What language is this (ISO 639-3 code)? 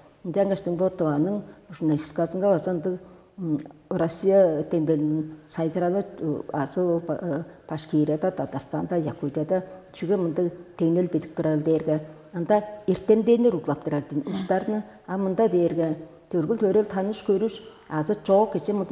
tyv